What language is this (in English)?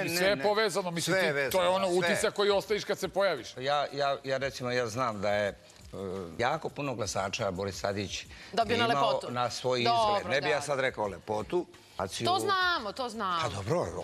Serbian